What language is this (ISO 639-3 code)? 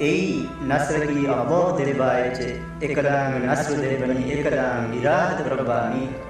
div